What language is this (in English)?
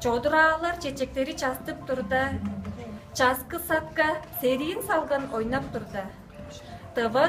Tuvinian